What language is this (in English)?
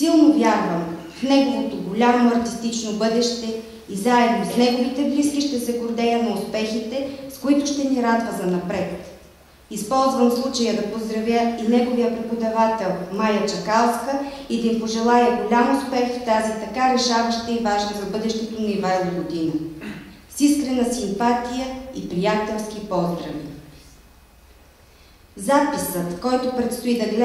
Bulgarian